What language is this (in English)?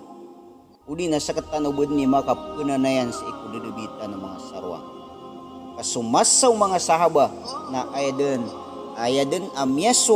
Maranao